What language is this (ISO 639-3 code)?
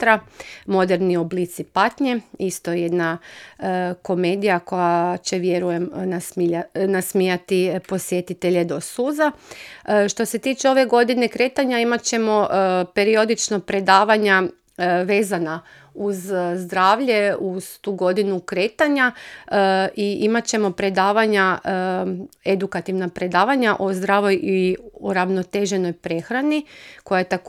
hrv